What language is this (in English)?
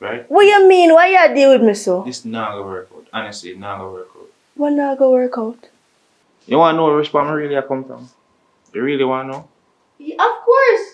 Jamaican Creole English